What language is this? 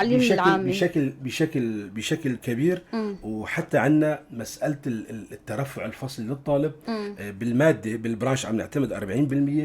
North Levantine Arabic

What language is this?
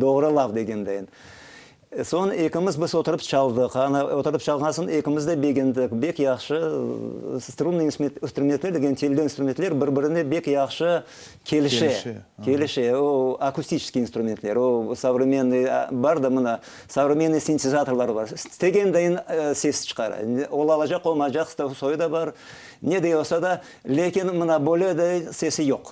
Crimean Tatar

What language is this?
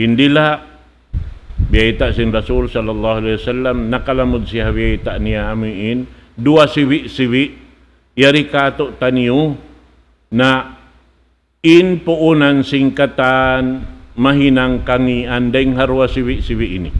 Tausug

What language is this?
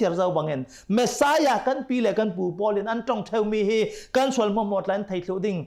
Hakha Chin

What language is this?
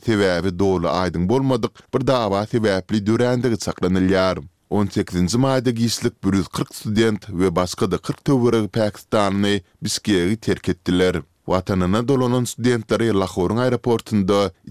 Turkmen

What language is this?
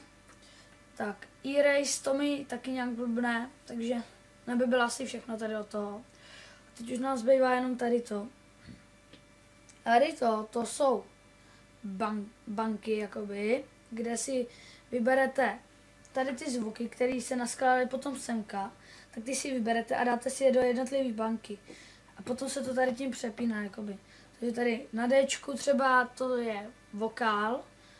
Czech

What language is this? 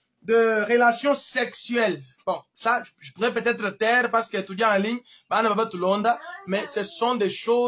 Luba-Lulua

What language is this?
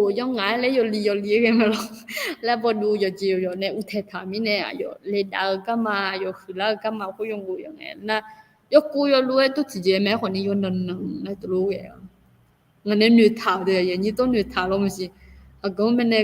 Akha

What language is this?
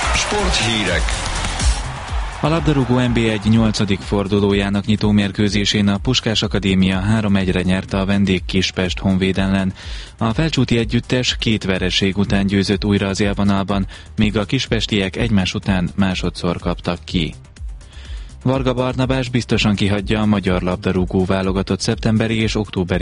Hungarian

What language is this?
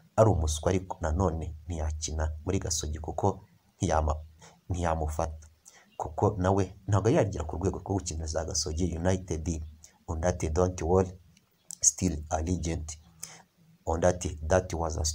Kinyarwanda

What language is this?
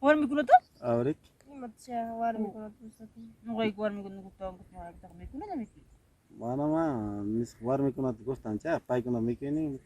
Ayacucho Quechua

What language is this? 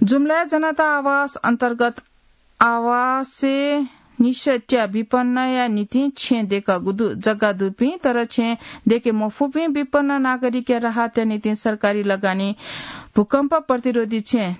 Newari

